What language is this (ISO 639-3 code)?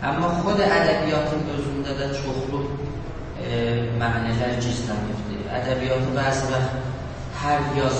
azb